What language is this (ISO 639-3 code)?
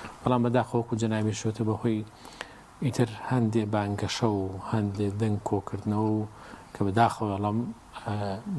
ckb